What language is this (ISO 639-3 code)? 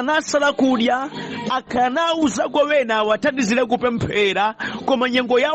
nya